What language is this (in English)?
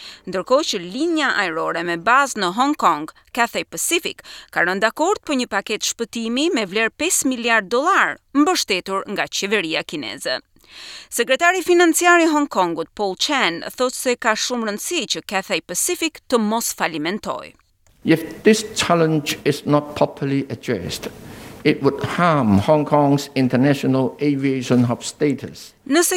Albanian